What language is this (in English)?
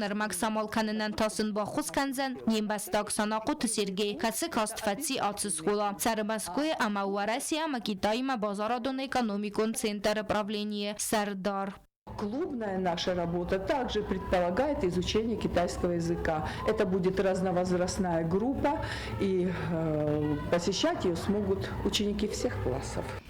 Ossetic